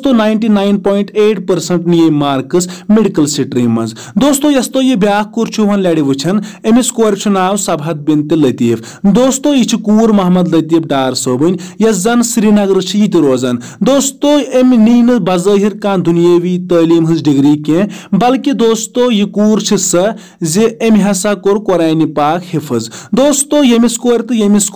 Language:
Kashmiri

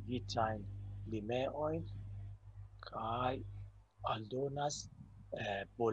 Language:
Esperanto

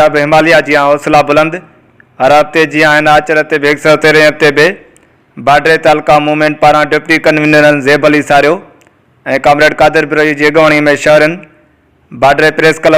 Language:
Sindhi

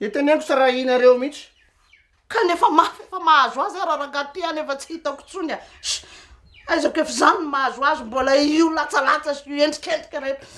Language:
Malagasy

